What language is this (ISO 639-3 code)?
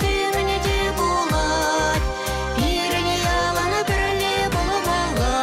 chv